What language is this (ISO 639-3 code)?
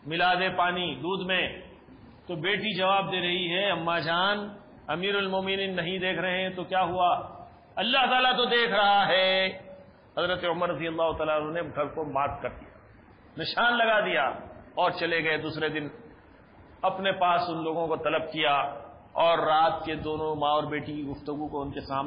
urd